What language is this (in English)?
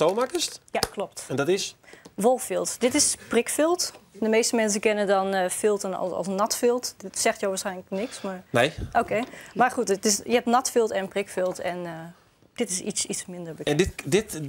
Western Frisian